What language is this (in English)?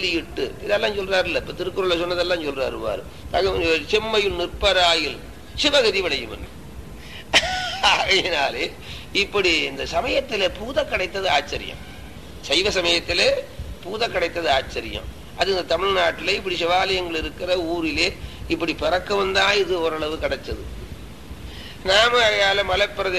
Tamil